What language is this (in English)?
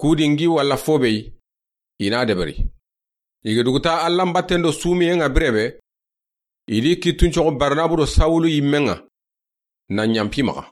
Soninke